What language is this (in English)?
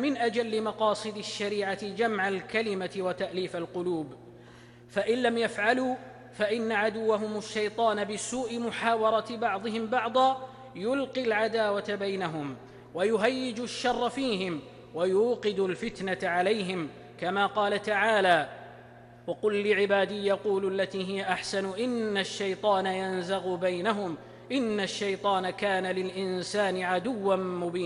Arabic